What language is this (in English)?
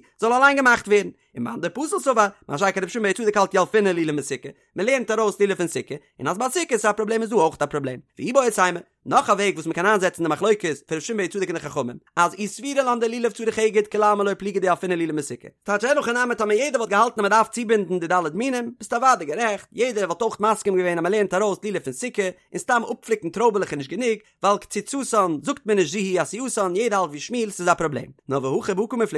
Yiddish